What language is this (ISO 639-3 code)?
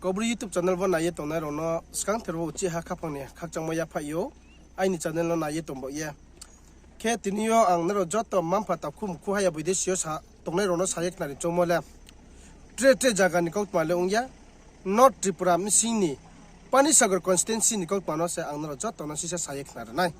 ria